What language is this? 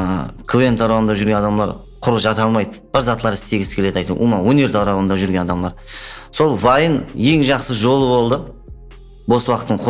Kara-Kalpak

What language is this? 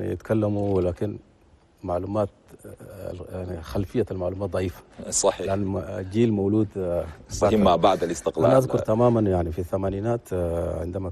Chadian Arabic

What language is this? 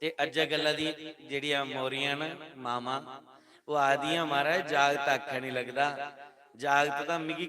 Dogri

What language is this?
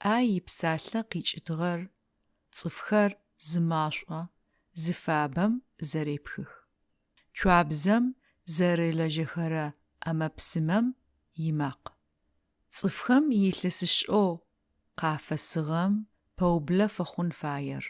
Adyghe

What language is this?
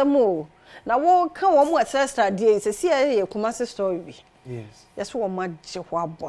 Akan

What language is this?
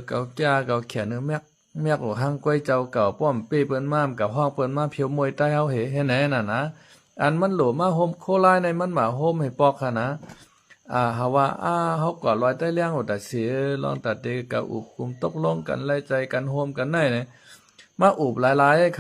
Shan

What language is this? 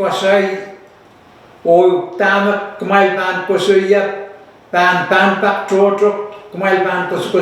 Pohnpeian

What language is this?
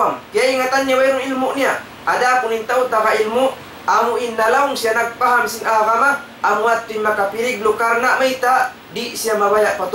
Tausug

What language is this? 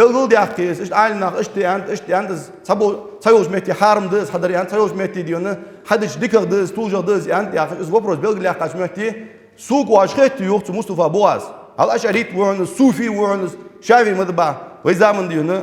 Ingush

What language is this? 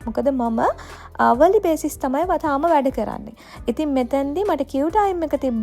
Sinhala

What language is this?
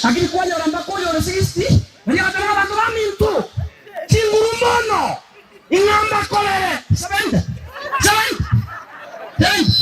Gusii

